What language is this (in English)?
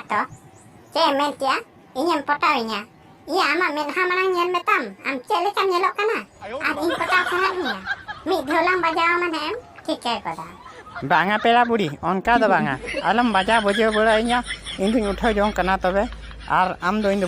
Santali